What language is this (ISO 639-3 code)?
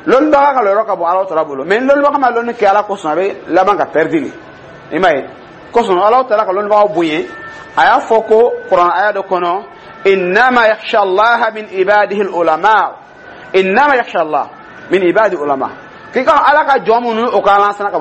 dyu